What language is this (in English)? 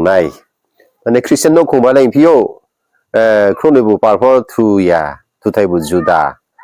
Riang (India)